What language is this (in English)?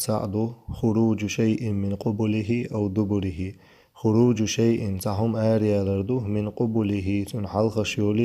Chechen